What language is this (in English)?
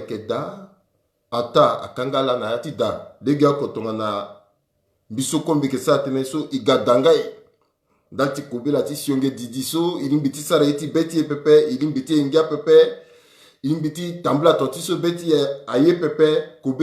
Sango